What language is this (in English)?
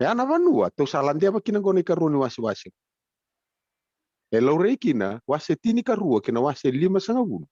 Fijian